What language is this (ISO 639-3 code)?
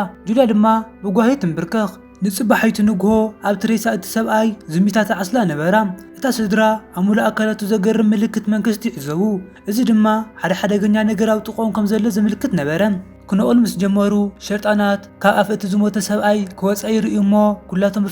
tir